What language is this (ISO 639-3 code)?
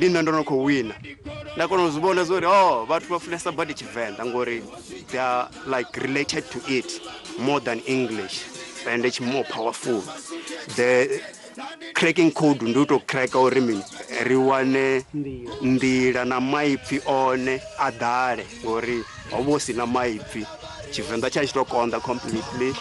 ven